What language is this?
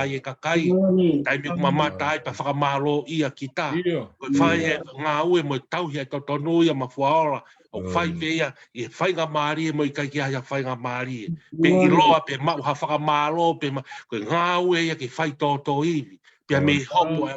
Tongan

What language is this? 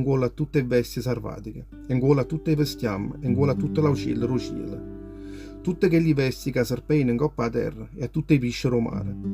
Neapolitan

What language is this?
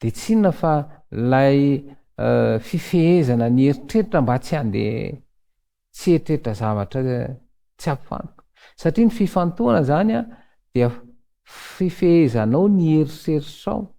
Malagasy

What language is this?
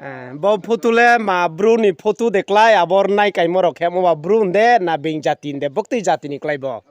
Riang (India)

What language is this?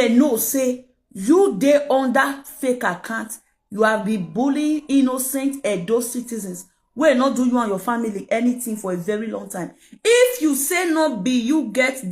Nigerian Pidgin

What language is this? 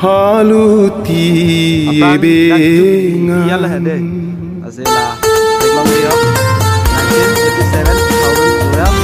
Karbi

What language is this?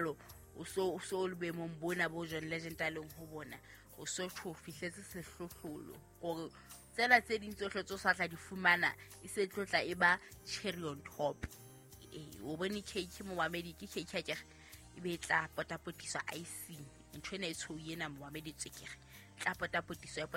Southern Sotho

